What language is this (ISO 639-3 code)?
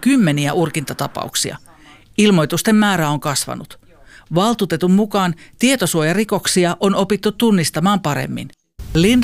fin